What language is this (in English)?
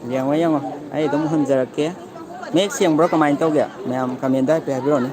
Manipuri